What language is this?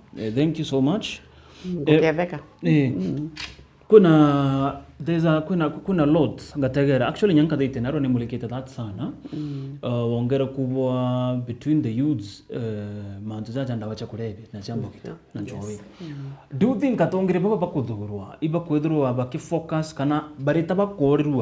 Meru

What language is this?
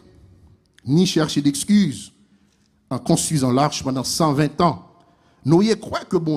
Haitian Creole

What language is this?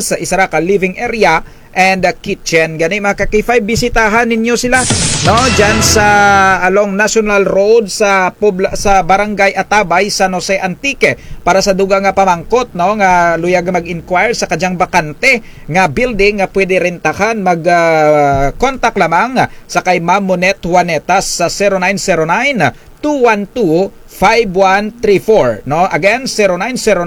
Kinaray-a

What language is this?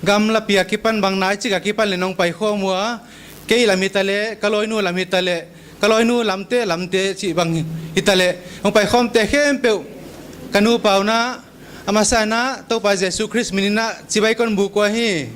Paite Chin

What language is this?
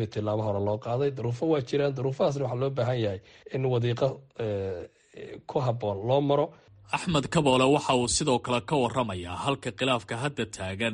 Somali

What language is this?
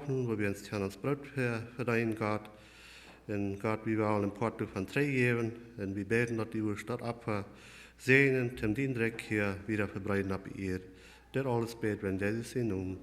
Plautdietsch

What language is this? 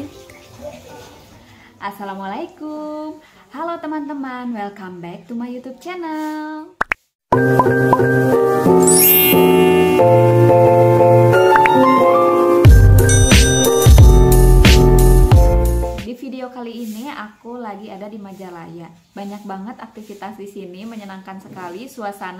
Indonesian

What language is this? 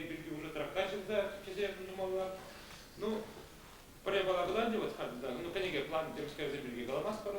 Chuvash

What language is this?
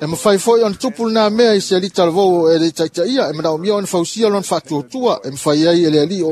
Samoan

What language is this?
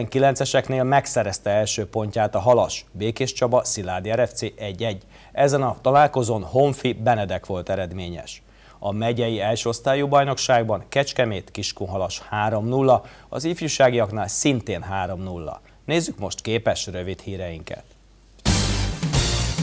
Hungarian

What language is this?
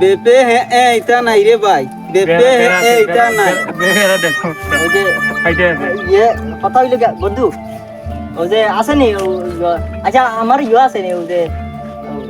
Sylheti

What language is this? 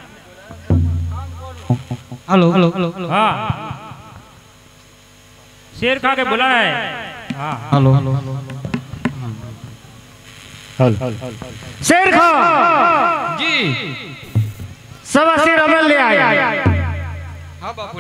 Gujarati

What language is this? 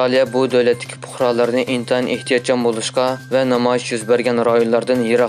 Uyghur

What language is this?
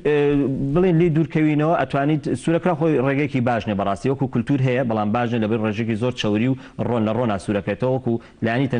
Central Kurdish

